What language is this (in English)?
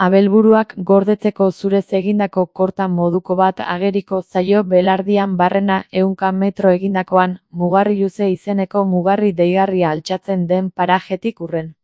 Basque